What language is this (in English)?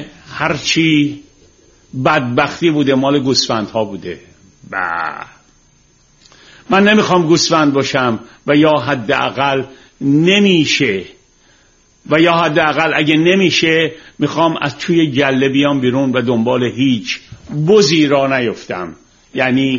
Persian